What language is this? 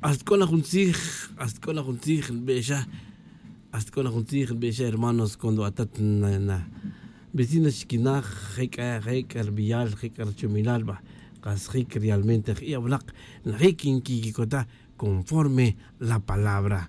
Tz'utujil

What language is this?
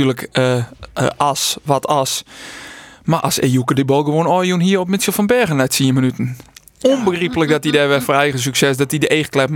Western Frisian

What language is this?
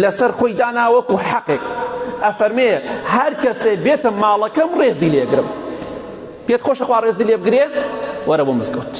Central Kurdish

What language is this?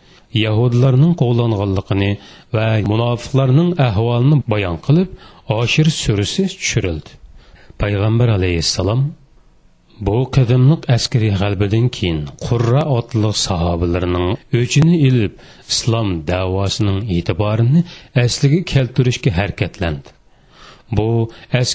Uyghur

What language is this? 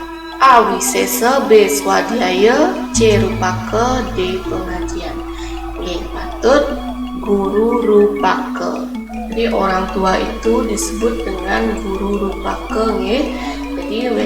Balinese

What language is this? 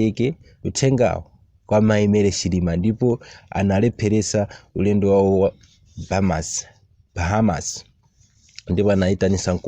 Nyanja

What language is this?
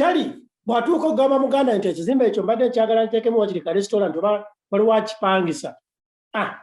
Ganda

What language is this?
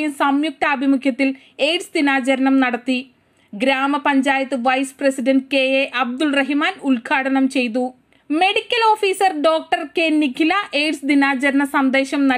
Malayalam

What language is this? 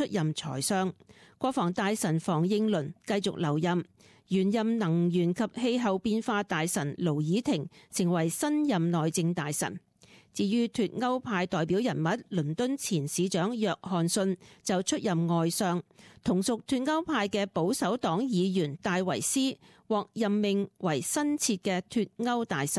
Cantonese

